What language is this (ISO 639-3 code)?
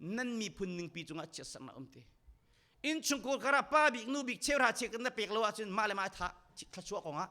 cnh